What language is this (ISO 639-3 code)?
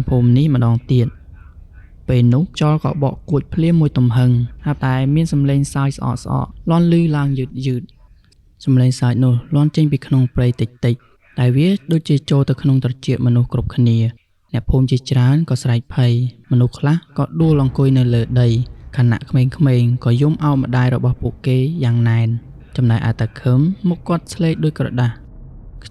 khm